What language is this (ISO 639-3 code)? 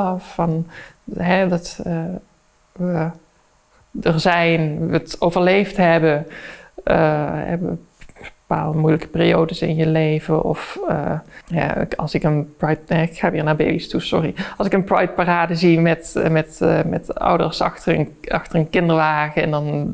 nld